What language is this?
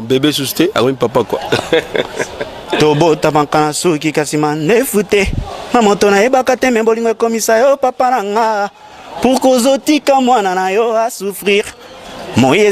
Lingala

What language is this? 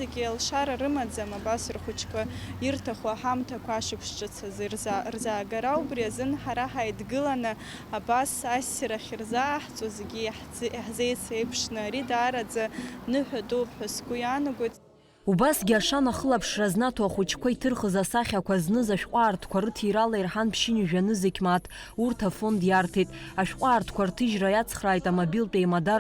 Abkhazian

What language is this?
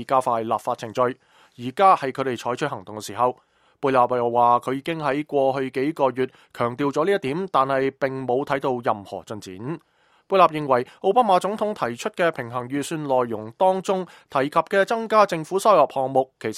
Cantonese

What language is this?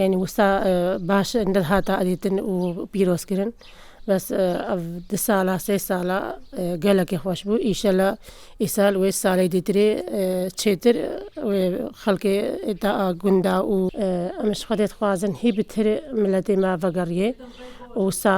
Kurdish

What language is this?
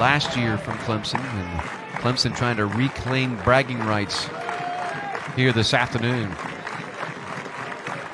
English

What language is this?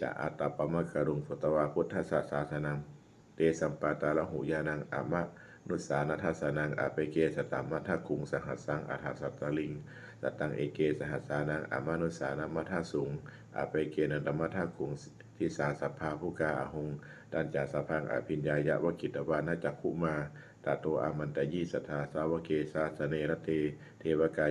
Pali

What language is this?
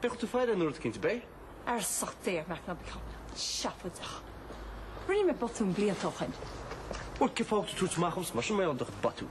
Irish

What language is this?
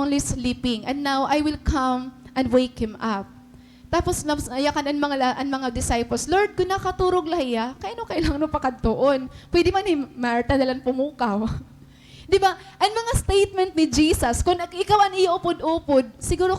Waray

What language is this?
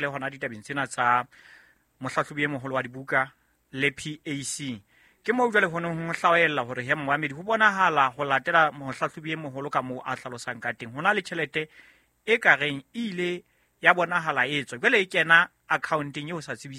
Southern Sotho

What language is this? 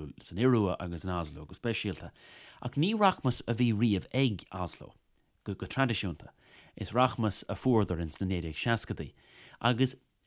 Irish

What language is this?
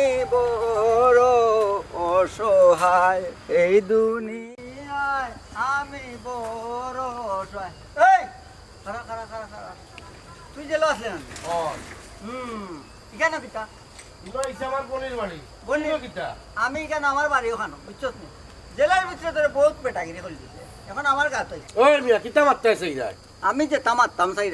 Sylheti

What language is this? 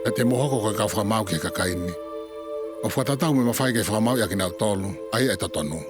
Tongan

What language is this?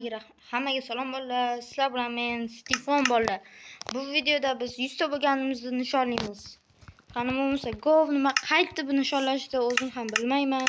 Uzbek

